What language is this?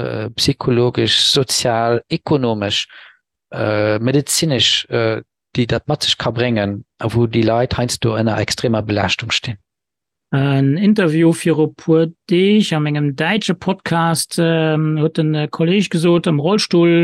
Luxembourgish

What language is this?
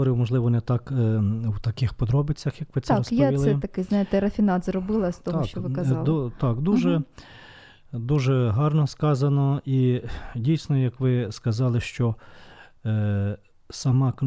Ukrainian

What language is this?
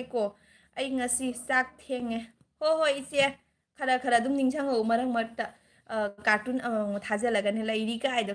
Manipuri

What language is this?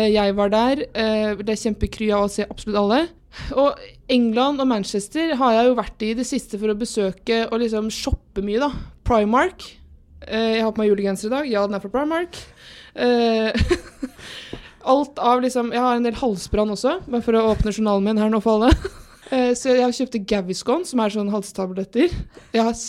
Norwegian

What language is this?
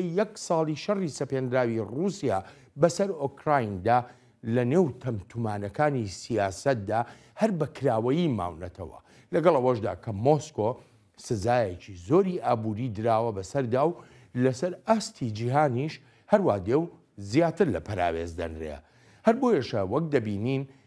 Central Kurdish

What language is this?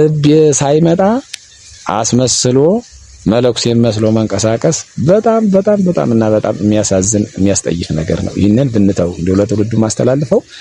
Amharic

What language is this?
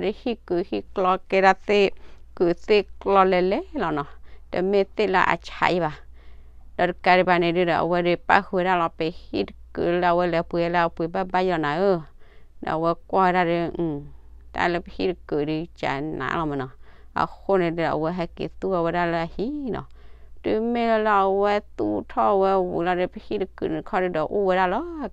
S'gaw Karen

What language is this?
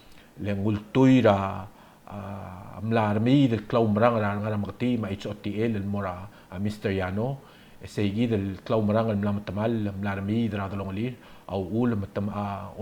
Palauan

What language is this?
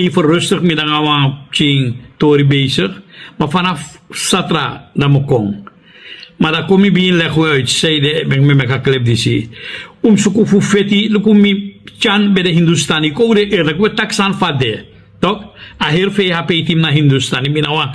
Sranan Tongo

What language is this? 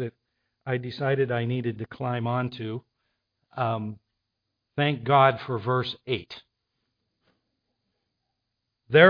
English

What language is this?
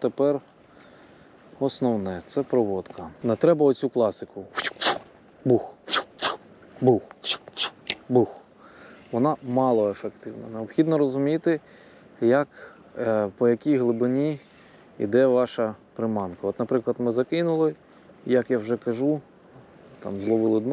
Ukrainian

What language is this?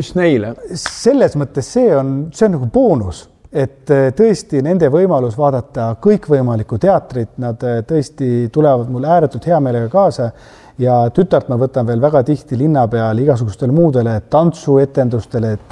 Estonian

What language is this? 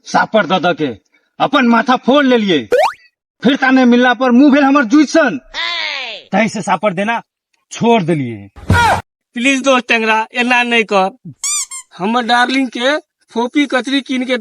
Maithili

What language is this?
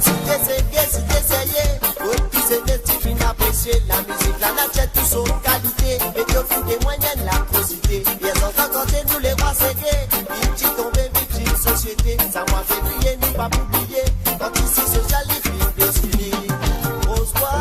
Morisyen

